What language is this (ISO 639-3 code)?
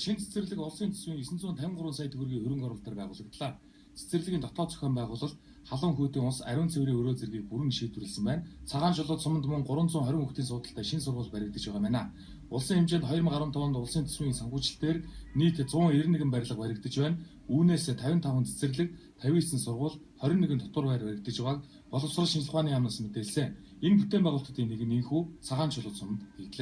mon